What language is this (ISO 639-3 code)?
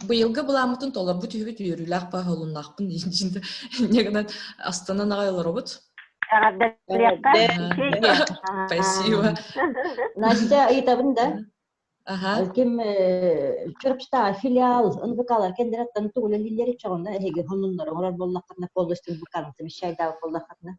sah